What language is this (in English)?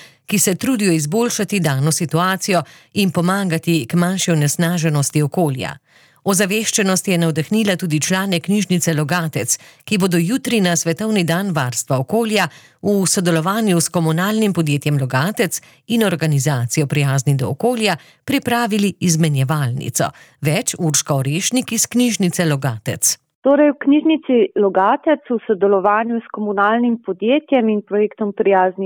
Slovenian